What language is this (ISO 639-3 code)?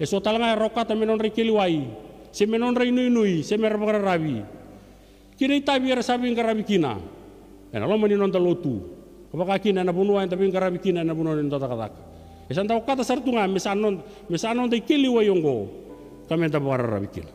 fij